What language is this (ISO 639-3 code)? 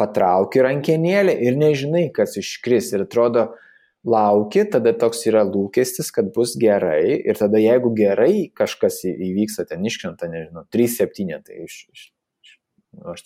lit